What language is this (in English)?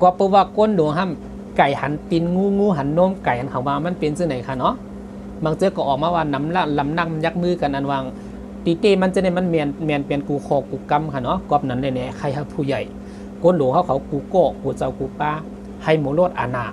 Shan